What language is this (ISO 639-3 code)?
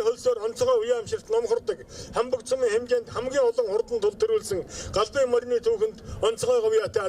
mon